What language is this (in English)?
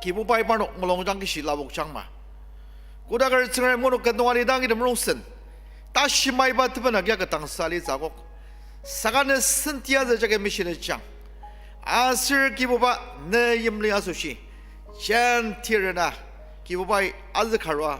Ao Naga